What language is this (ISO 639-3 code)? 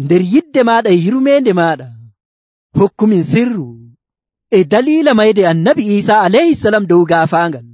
fuv